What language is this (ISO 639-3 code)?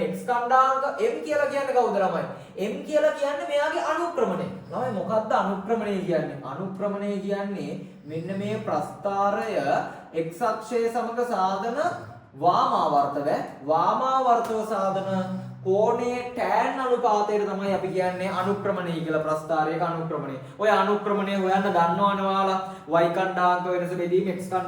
sin